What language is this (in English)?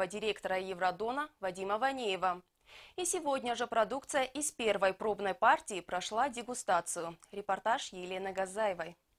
Russian